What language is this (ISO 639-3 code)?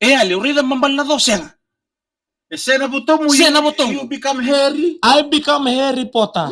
fij